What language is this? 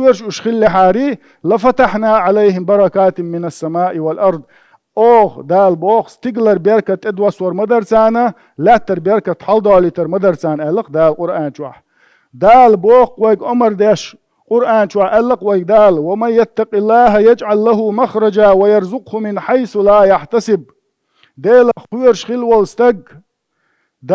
Chechen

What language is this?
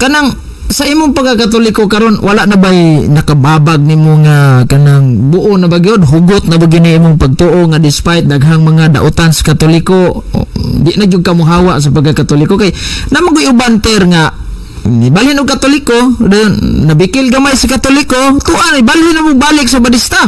Cebuano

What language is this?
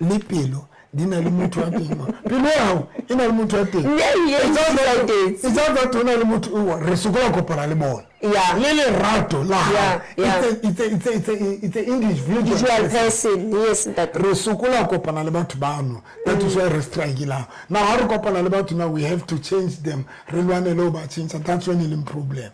Southern Sotho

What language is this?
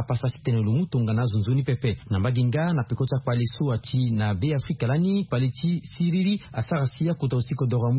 Sango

